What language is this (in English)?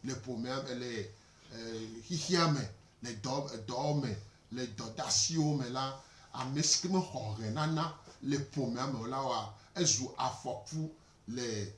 Gen